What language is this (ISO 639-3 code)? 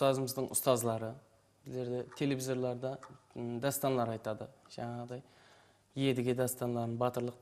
kaa